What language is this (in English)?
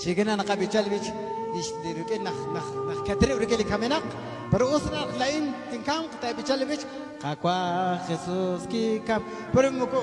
Kekchí